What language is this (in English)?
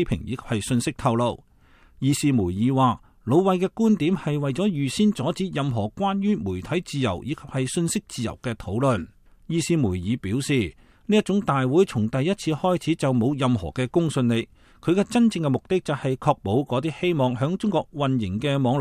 Cantonese